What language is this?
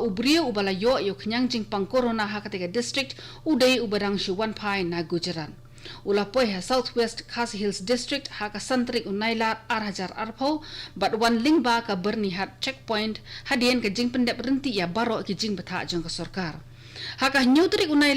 Khasi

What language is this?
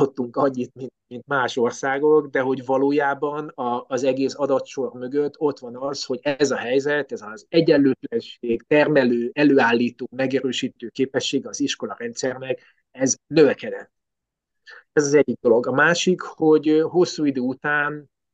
Hungarian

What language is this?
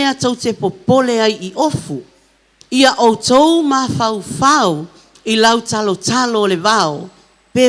Samoan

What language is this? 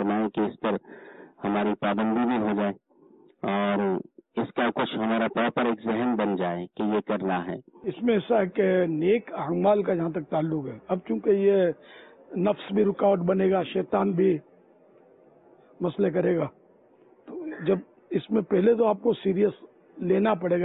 Urdu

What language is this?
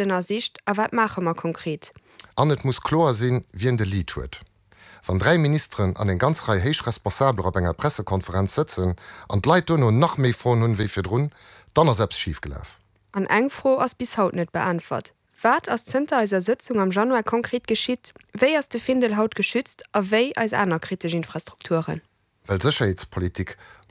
Luxembourgish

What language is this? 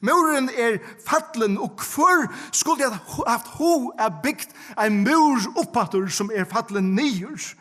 Faroese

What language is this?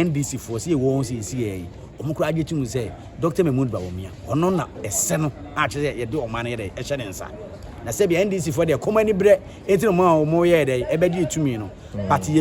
Akan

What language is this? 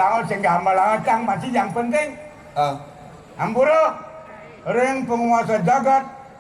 Balinese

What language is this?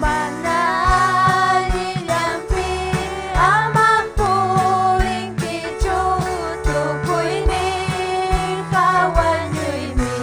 Ayacucho Quechua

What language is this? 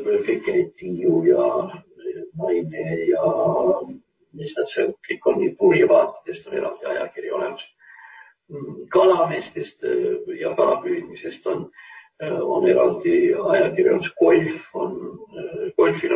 Estonian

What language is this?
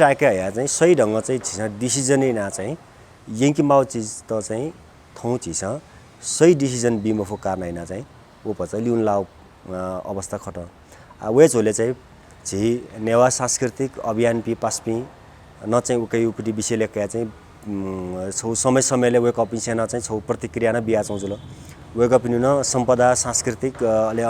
Newari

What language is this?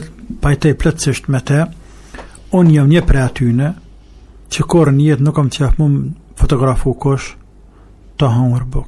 Albanian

